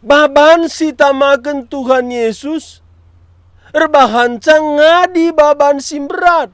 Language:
Batak Karo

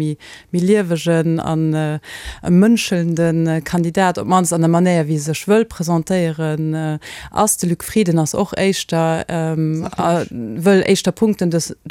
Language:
Luxembourgish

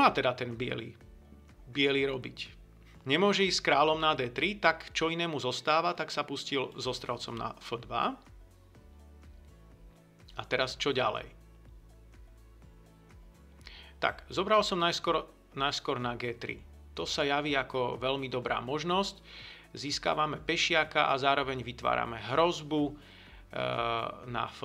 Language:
Slovak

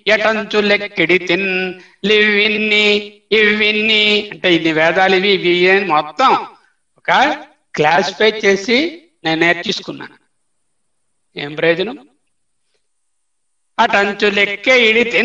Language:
Telugu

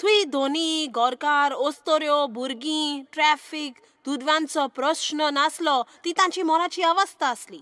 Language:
Konkani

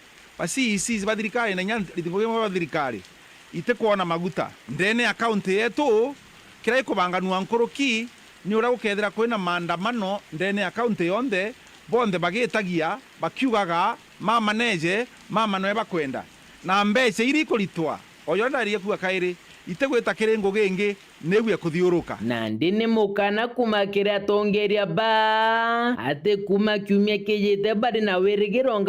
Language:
Meru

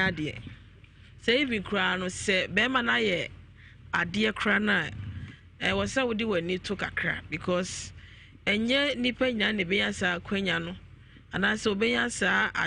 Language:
Akan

